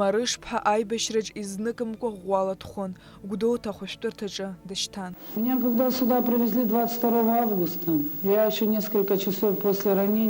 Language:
Abkhazian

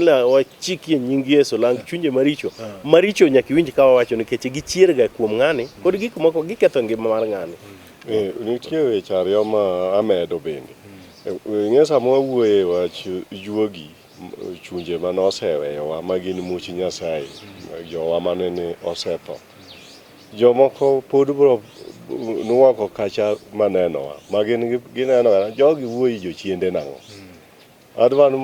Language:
Luo (Kenya and Tanzania)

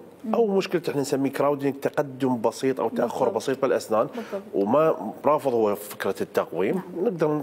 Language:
Mesopotamian Arabic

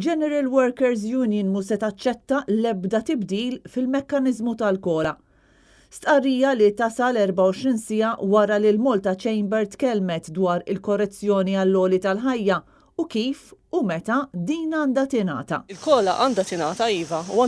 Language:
Maltese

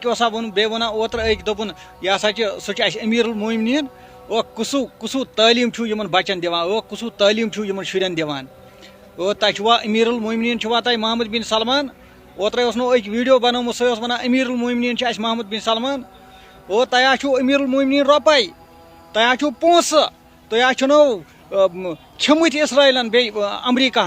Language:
Kashmiri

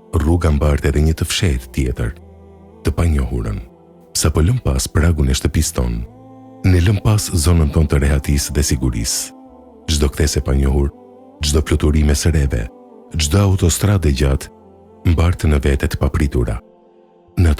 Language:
Albanian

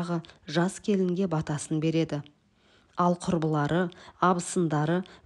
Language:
Kazakh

